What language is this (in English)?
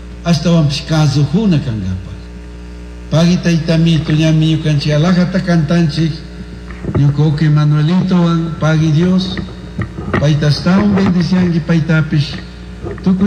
Chimborazo Highland Quichua